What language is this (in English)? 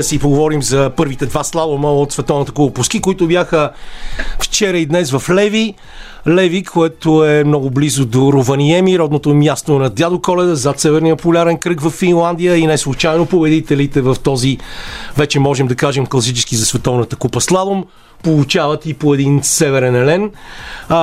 Bulgarian